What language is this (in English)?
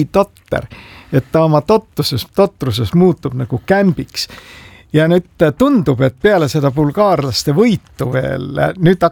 Estonian